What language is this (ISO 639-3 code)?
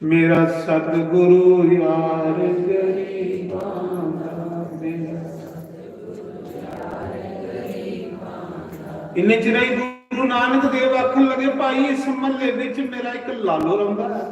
doi